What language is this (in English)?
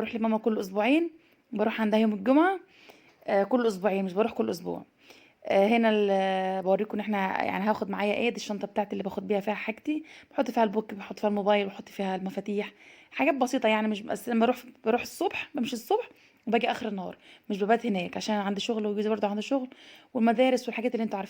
Egyptian Arabic